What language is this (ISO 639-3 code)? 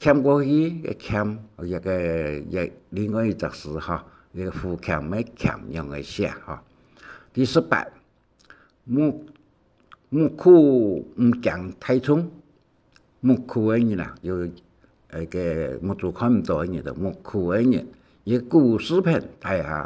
hak